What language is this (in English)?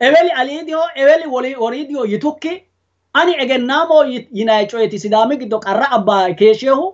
Sidamo